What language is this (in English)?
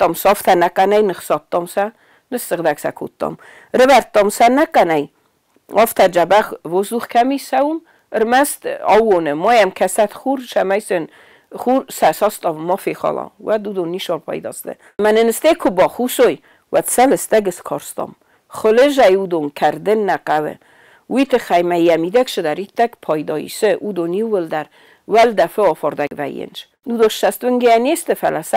Ossetic